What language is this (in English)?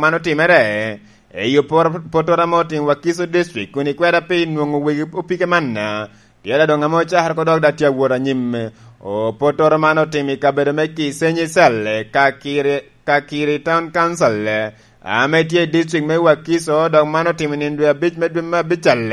Lango (Uganda)